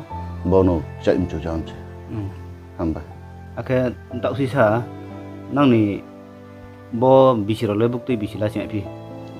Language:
Riang (India)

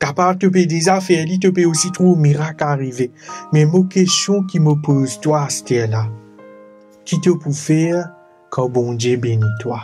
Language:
Morisyen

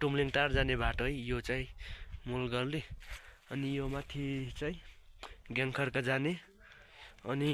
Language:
Nepali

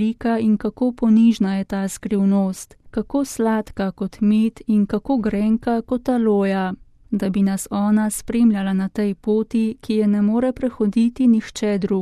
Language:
Slovenian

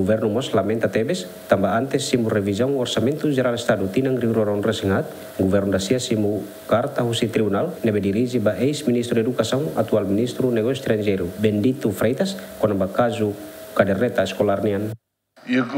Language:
Tetum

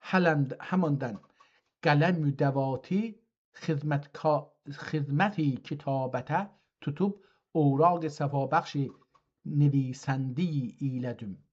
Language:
South Azerbaijani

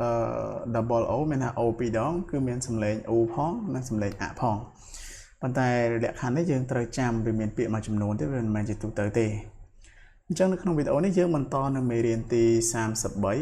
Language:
Khmer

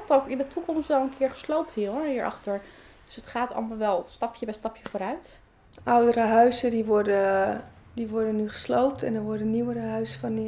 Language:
Dutch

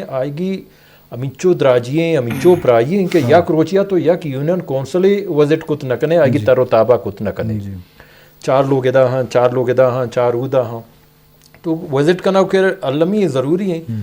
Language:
Eastern Balochi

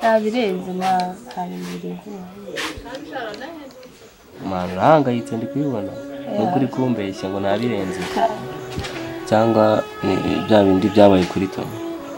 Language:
Kinyarwanda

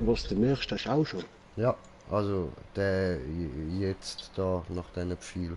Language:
Swiss German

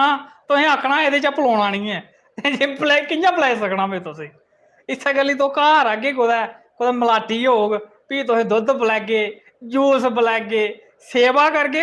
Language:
Dogri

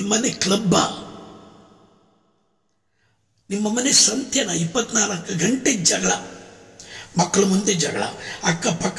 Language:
Kannada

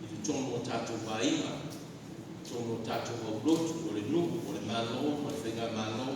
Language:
Samoan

